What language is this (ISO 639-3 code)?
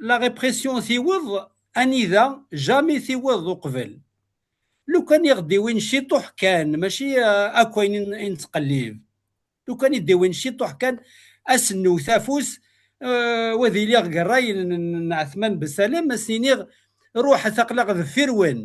kab